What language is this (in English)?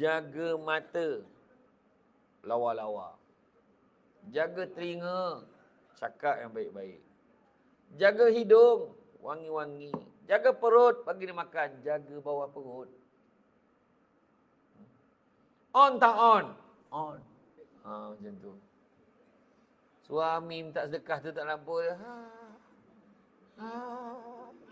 Malay